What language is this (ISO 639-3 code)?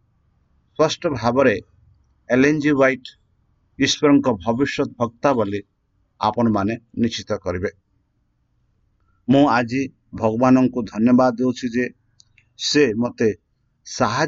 ori